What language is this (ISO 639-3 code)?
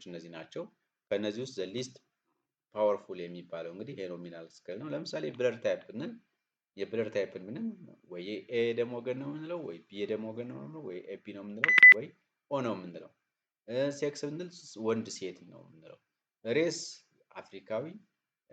amh